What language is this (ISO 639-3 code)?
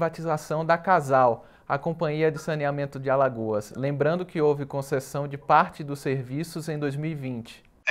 por